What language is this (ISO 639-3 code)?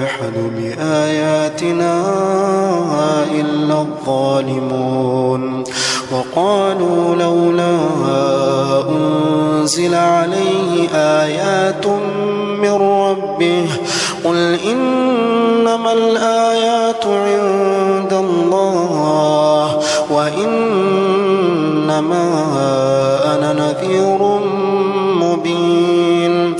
ara